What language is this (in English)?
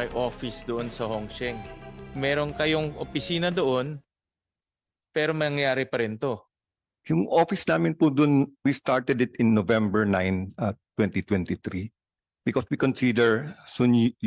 Filipino